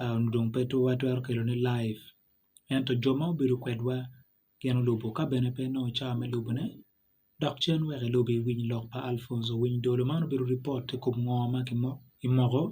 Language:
Acoli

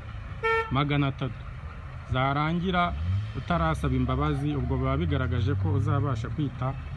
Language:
Kinyarwanda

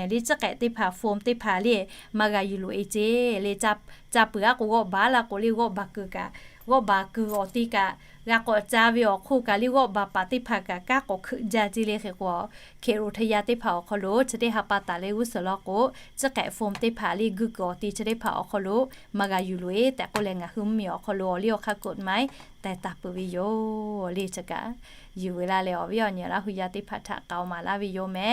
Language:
Lahu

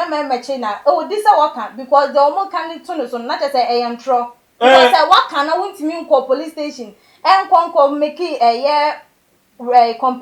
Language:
Akan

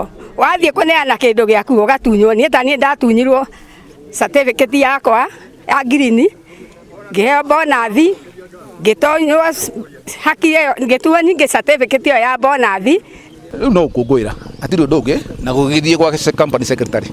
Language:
Kikuyu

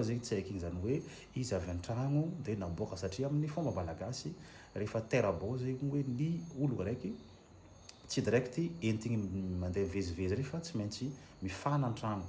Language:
Malagasy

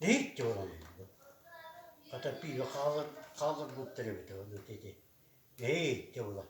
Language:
Yakut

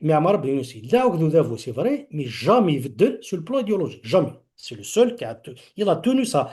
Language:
Kabyle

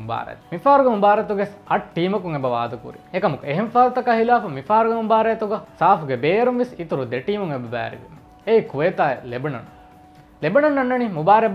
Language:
Divehi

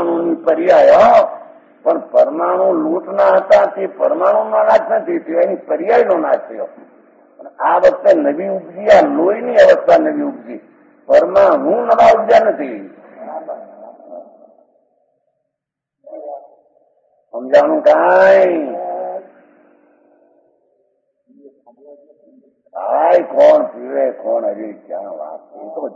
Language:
Gujarati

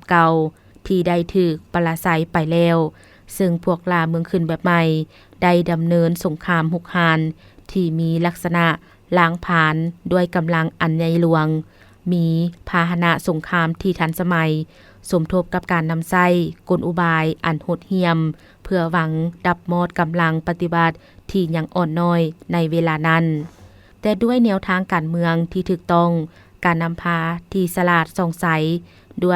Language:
Lao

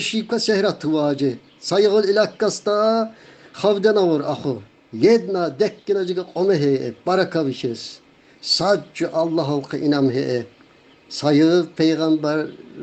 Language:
Tsakhur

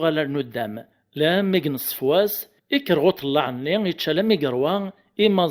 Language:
Kabyle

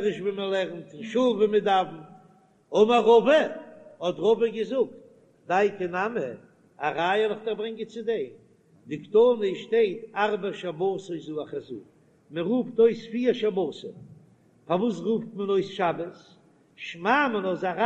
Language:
Yiddish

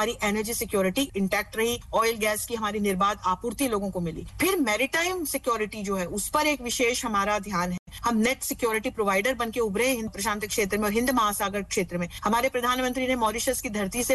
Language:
Hindi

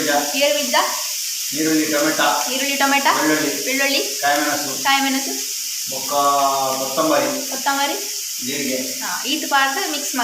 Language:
Tulu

